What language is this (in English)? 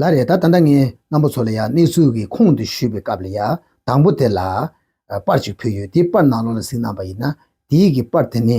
Tibetan